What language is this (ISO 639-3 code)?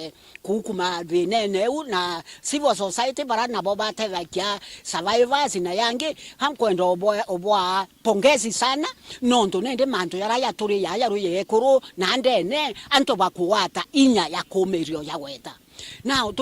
mer